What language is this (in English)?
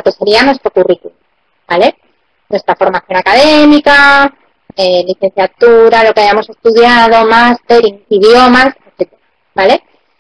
Spanish